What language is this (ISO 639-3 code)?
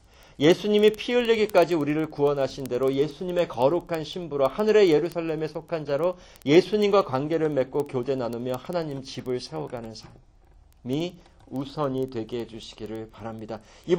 kor